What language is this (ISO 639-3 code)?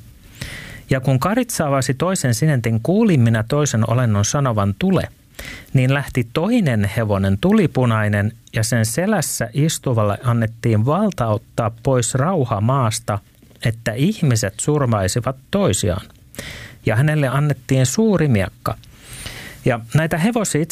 fin